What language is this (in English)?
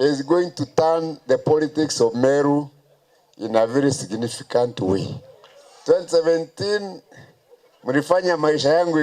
Meru